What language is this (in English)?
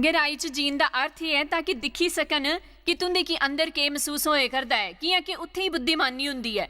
Dogri